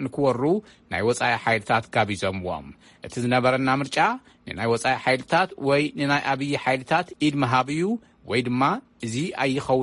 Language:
Tigrinya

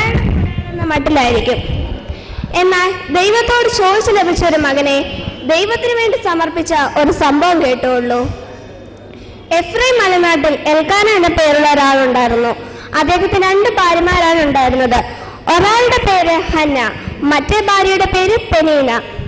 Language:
Malayalam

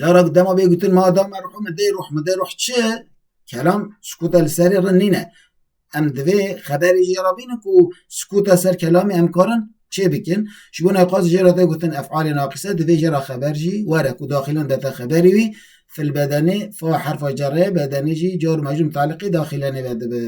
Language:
Kurdish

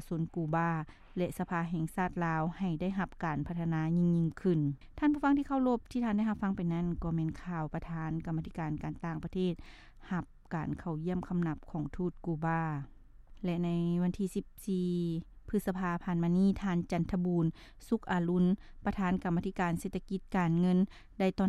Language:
Lao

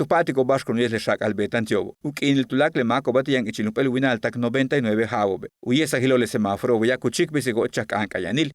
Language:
Yucateco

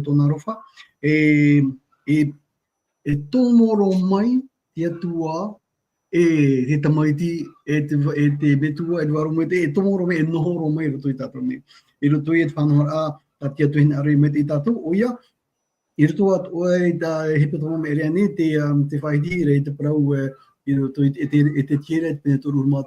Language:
Tahitian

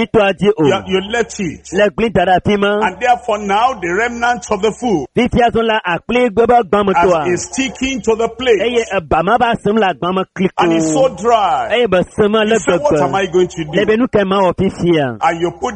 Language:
Ewe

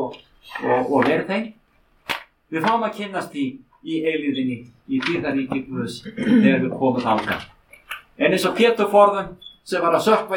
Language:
Icelandic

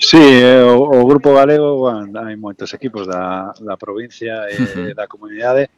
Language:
Galician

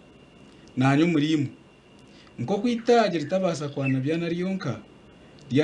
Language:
Nyankole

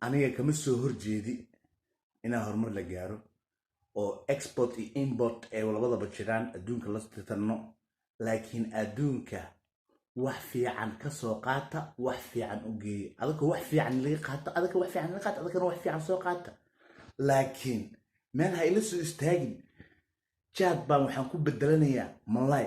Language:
Somali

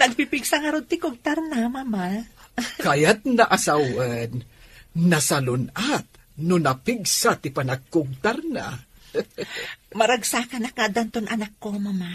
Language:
Iloko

